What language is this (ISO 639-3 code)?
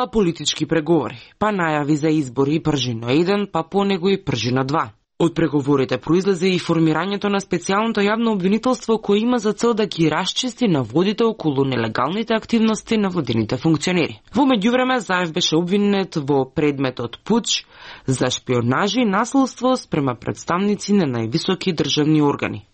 mkd